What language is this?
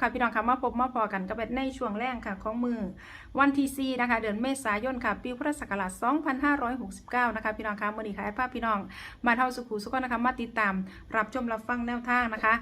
Northeastern Thai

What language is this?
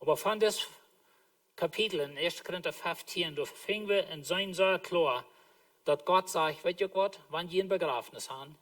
Plautdietsch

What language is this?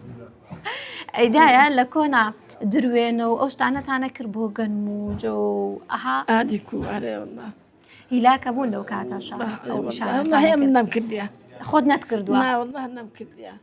Central Kurdish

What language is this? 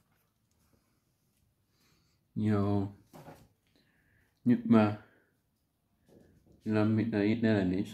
Finnish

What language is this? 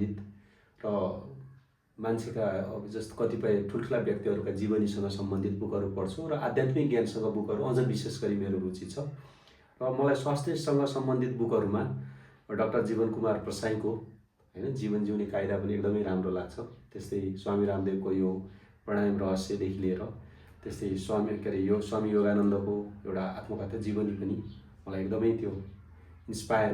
Nepali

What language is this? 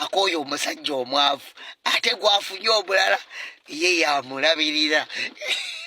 Ganda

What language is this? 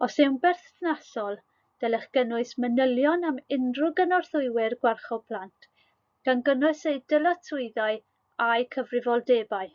Welsh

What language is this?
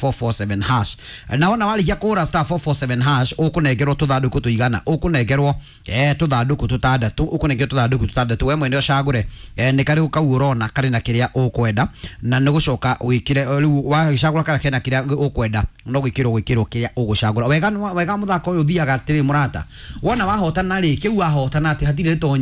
Kikuyu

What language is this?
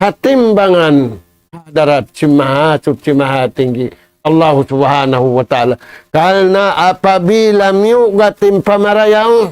Tausug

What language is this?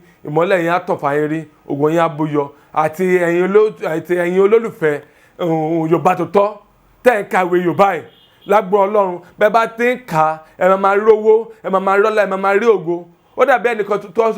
Yoruba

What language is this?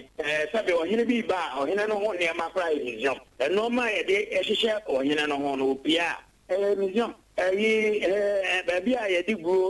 Akan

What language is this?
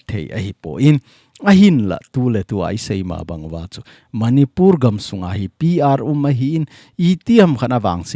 Thado Chin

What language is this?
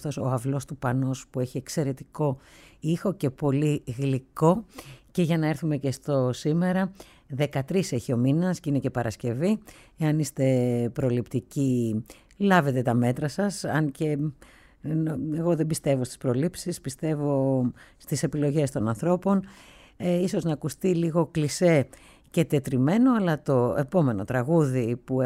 Greek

